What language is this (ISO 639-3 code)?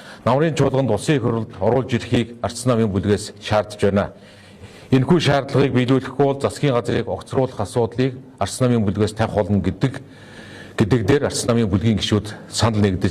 mon